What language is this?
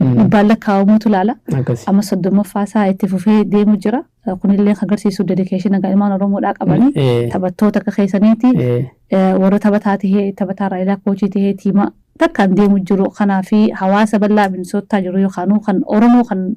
Oromo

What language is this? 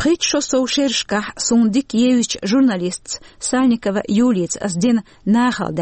Chechen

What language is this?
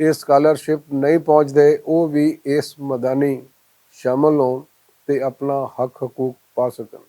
Western Panjabi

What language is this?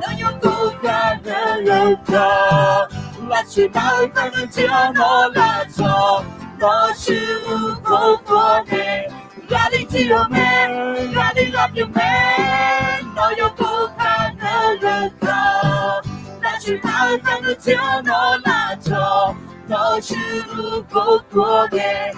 Akha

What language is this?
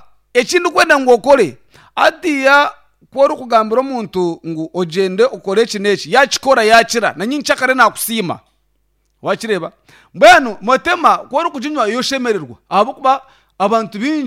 Nyankole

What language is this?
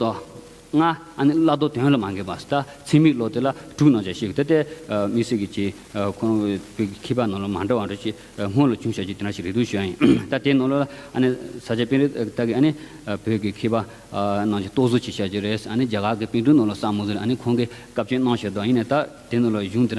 Tibetan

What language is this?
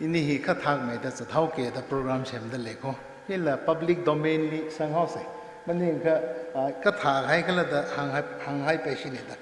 Tangkhul Naga (India)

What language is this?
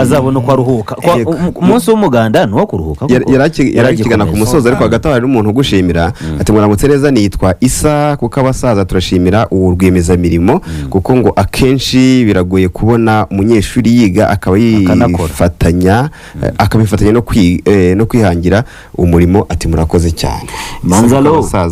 Kinyarwanda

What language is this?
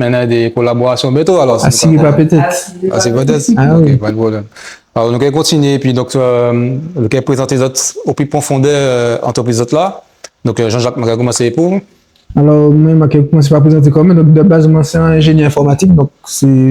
Guadeloupean Creole French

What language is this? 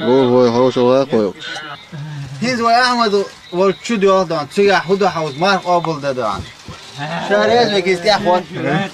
Chechen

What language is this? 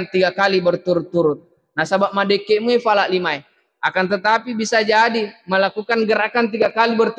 Buginese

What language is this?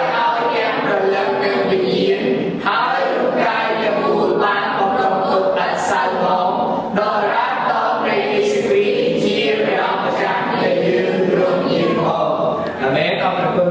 Khmer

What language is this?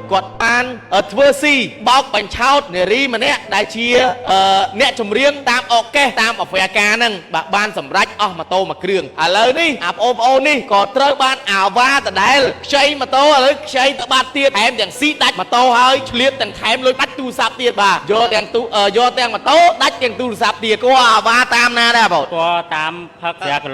Khmer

